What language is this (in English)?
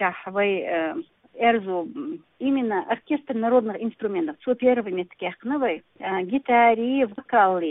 Chechen